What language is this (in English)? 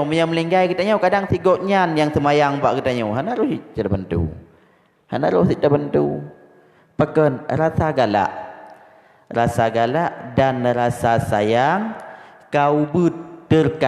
Achinese